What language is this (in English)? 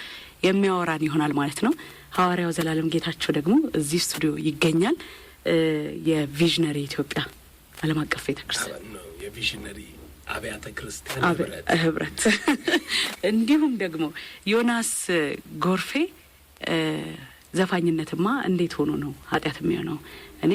Amharic